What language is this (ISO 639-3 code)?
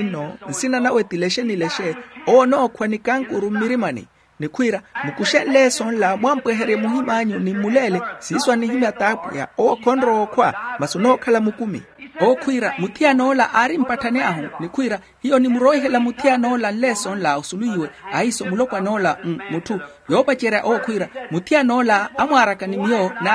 vmw